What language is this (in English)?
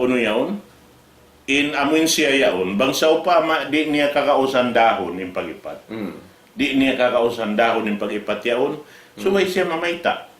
Tausug